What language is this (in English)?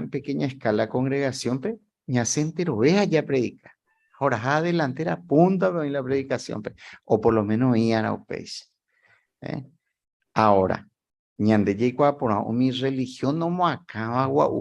Guarani